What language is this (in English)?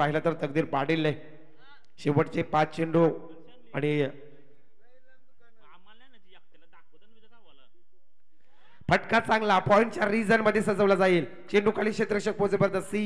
Marathi